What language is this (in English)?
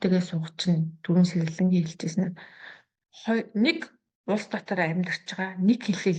Mongolian